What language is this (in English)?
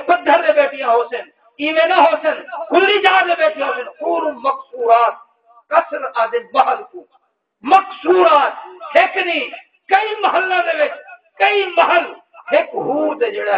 Saraiki